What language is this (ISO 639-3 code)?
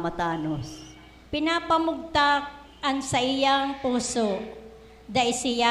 bik